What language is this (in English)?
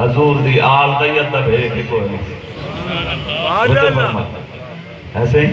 Saraiki